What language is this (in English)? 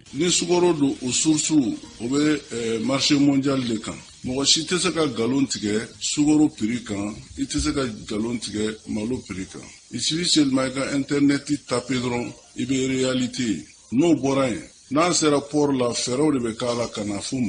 Bambara